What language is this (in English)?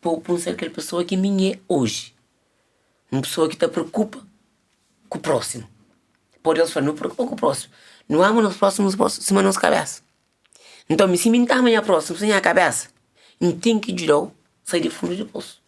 Kabuverdianu